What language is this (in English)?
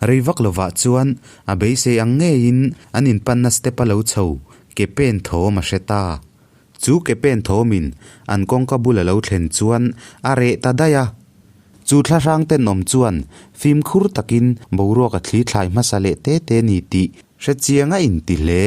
Mizo